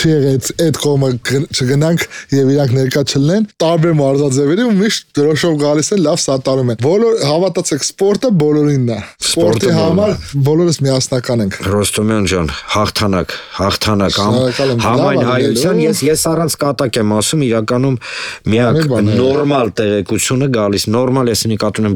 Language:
Armenian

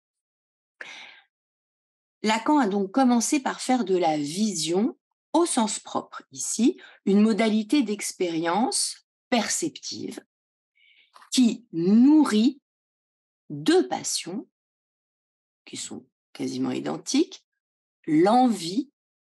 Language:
French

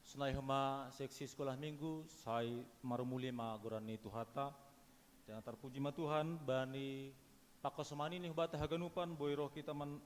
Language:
Batak Simalungun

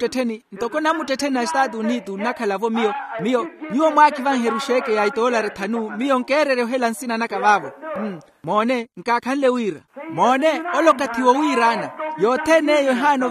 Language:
Makhuwa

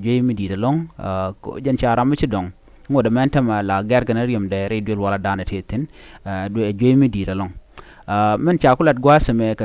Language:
Nuer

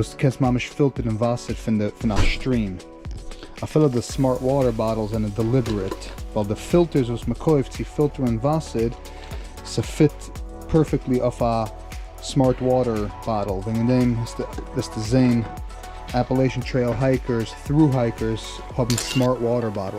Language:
Yiddish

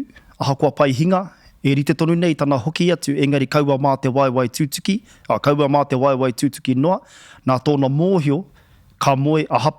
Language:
Māori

